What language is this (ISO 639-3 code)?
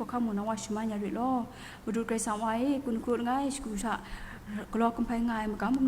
kac